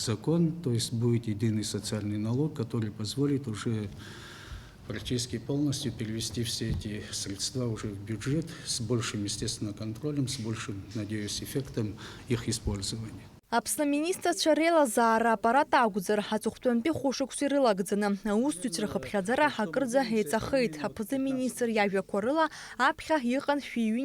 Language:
Abkhazian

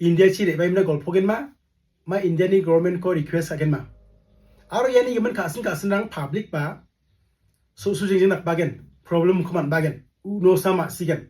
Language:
Garo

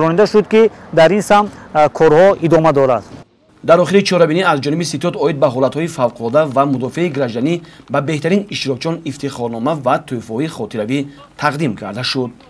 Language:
Tajik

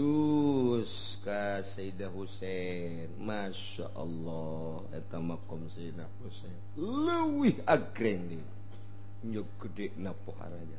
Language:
Sundanese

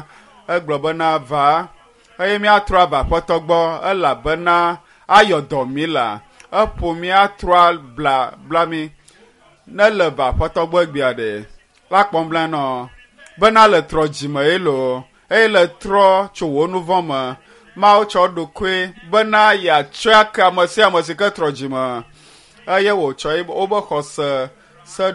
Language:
Ewe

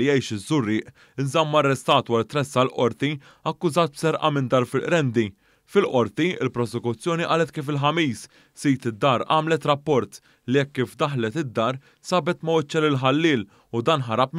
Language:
Maltese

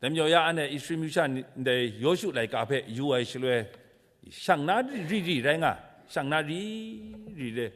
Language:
Kachin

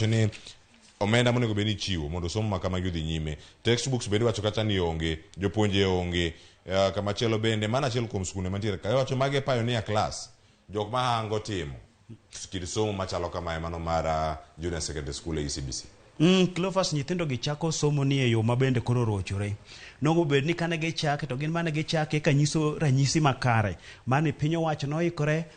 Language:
Luo (Kenya and Tanzania)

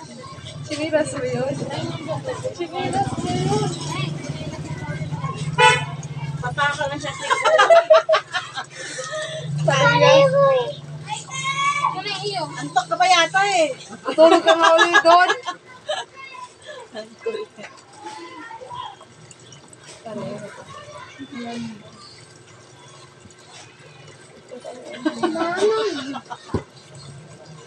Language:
Filipino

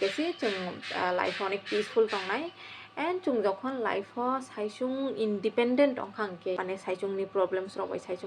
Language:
Kok Borok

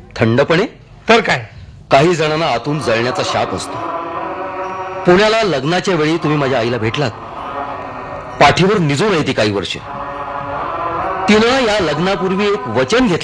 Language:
Marathi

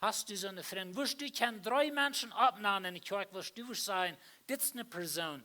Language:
Plautdietsch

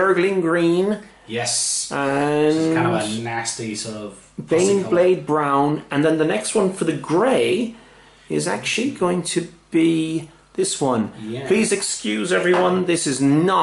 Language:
English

